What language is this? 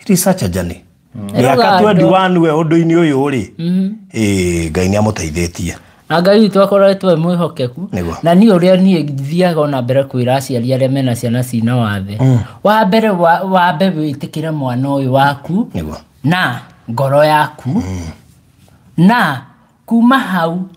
Kikuyu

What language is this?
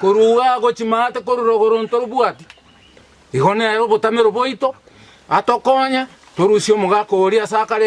Gusii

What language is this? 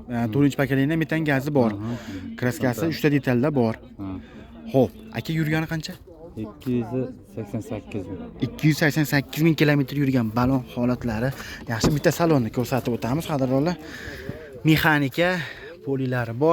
Uzbek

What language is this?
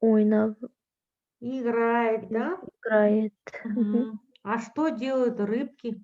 Kazakh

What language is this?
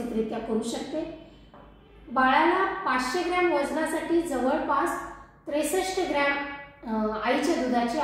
Marathi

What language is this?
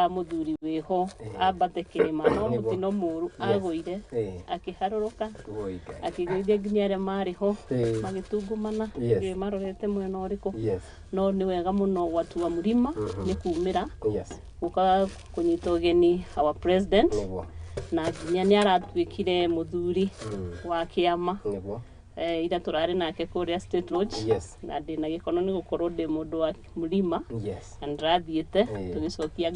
Kikuyu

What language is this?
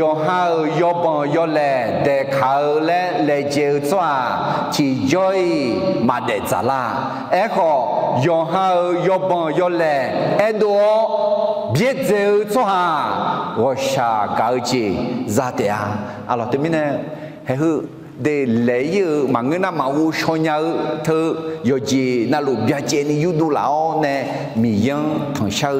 Akha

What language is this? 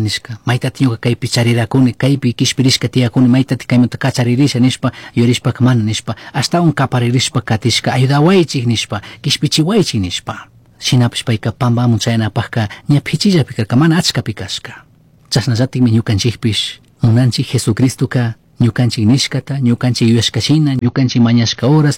Chimborazo Highland Quichua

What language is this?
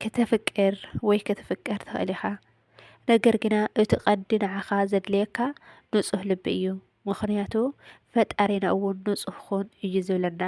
Tigrinya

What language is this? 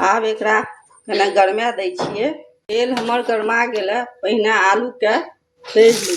Maithili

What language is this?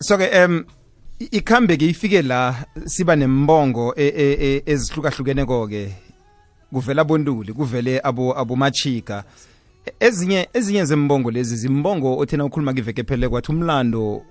South Ndebele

